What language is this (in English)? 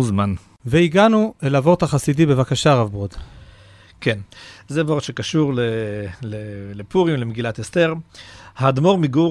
Hebrew